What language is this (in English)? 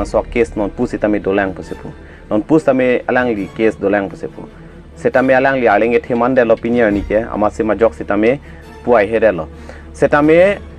Karbi